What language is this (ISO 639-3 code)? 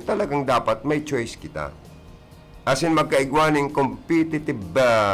bik